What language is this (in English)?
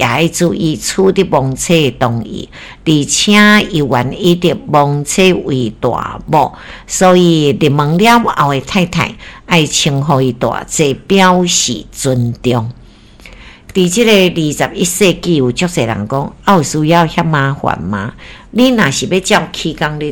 Min Nan Chinese